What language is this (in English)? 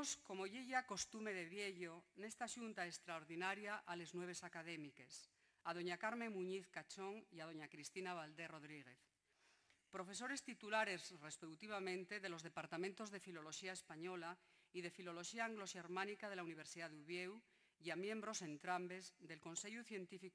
Asturian